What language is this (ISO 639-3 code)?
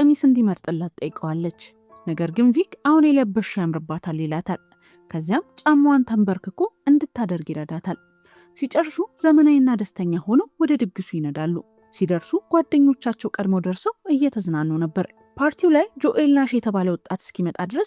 amh